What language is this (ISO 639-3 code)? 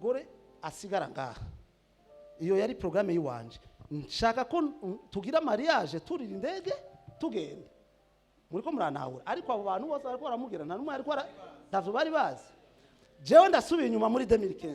run